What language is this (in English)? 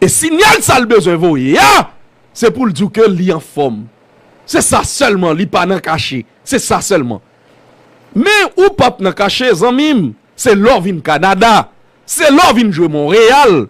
Haitian Creole